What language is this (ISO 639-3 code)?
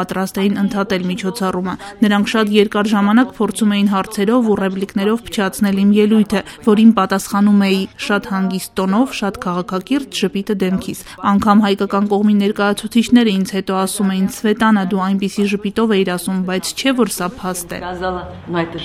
hye